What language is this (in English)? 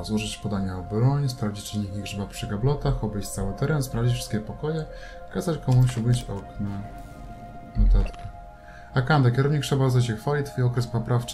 Polish